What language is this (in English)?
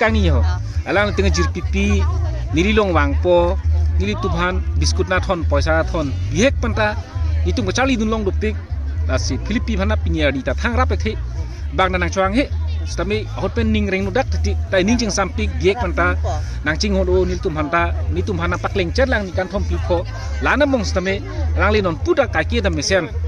Karbi